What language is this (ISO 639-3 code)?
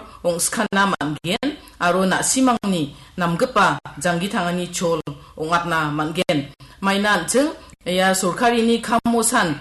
grt